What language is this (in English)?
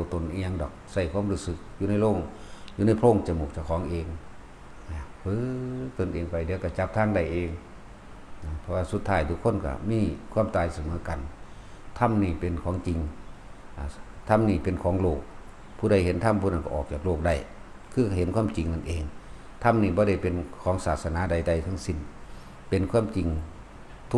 Northeastern Thai